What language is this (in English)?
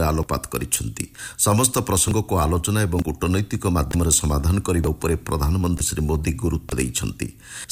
Odia